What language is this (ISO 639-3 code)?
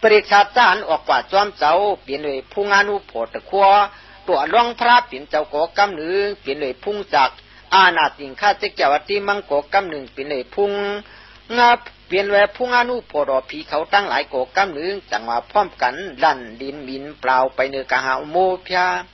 shn